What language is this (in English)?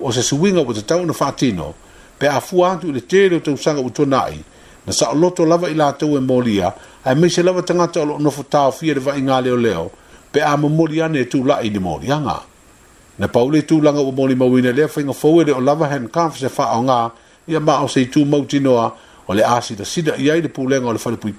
Samoan